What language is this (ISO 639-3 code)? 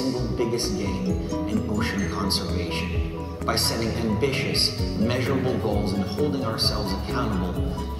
eng